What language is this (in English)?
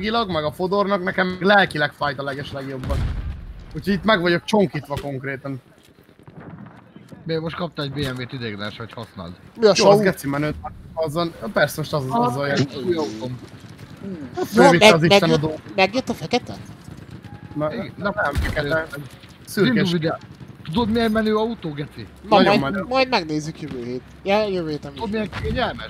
Hungarian